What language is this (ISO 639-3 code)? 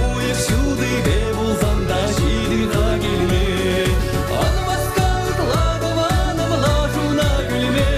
chv